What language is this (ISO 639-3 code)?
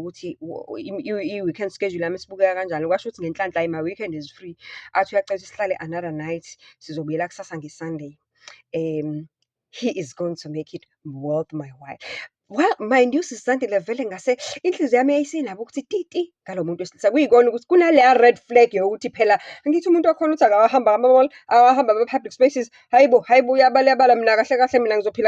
zul